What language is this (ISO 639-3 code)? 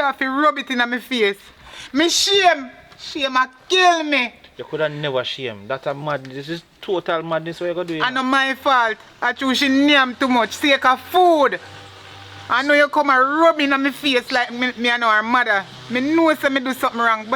jam